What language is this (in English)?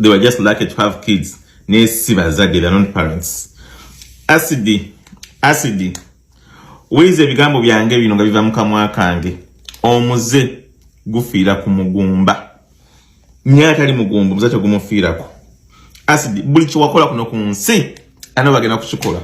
Ganda